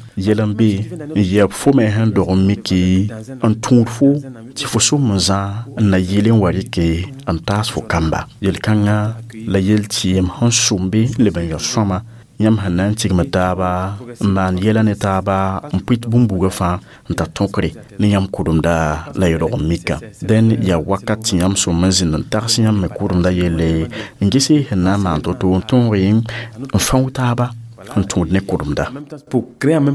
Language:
Mossi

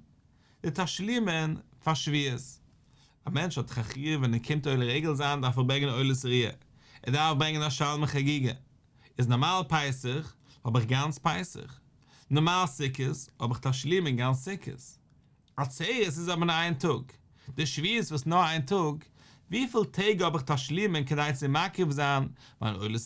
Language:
Yiddish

